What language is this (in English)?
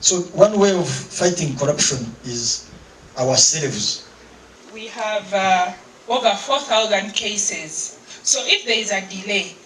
Nyankole